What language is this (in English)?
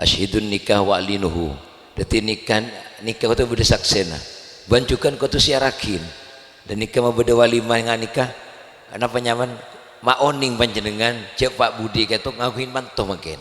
Madurese